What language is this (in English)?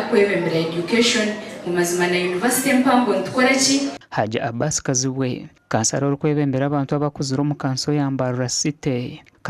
Nyankole